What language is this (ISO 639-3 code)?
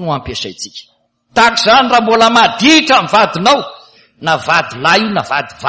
mlg